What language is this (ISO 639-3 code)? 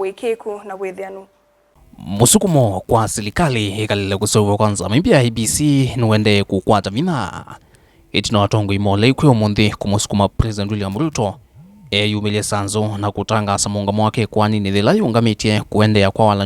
kam